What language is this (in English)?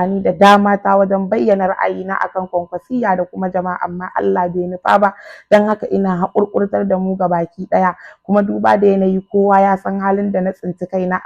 Hausa